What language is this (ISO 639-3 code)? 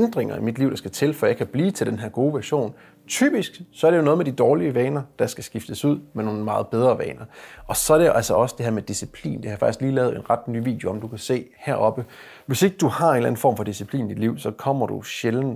dan